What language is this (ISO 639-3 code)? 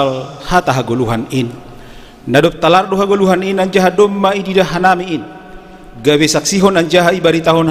bts